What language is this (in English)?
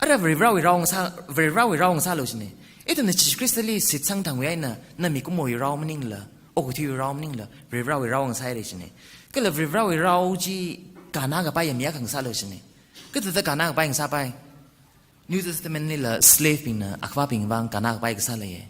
Tangkhul Naga (India)